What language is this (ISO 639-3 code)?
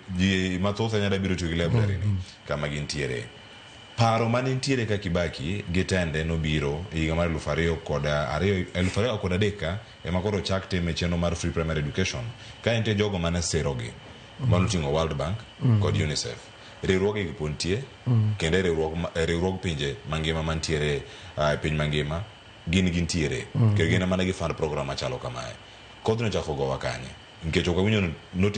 luo